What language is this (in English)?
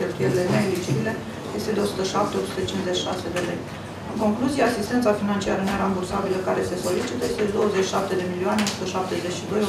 Romanian